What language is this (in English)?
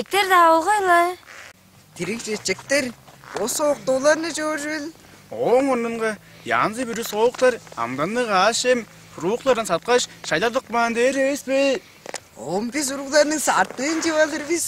Tuvinian